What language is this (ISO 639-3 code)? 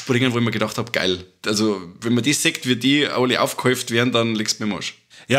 bar